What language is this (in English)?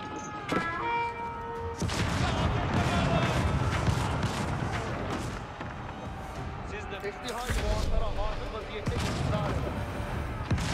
Hungarian